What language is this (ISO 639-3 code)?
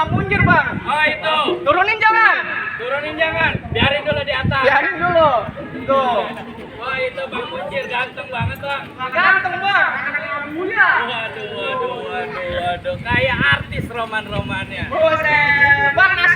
bew